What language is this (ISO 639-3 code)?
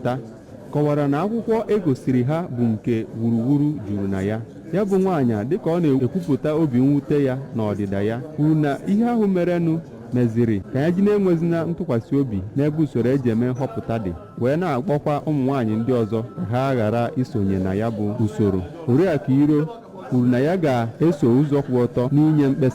ibo